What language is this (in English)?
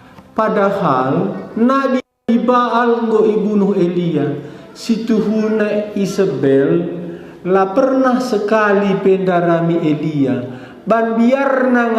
Batak Karo